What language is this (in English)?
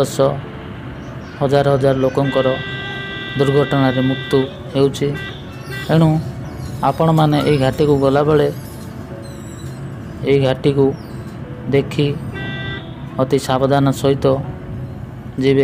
Odia